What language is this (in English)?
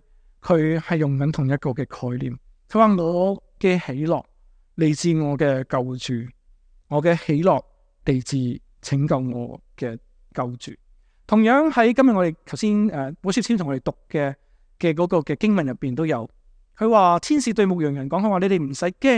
Cantonese